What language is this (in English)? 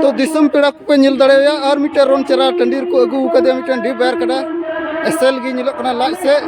Santali